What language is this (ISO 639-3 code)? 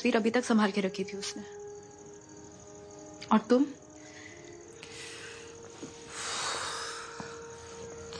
hin